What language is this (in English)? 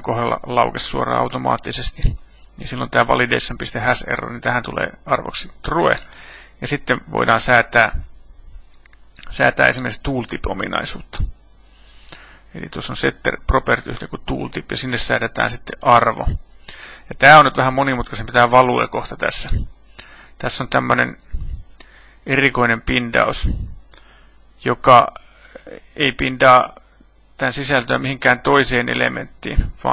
Finnish